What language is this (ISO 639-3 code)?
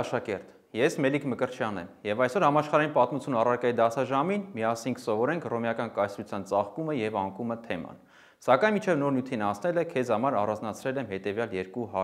hye